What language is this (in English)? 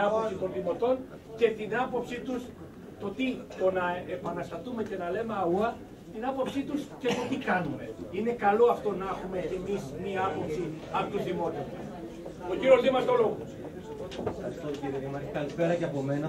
Greek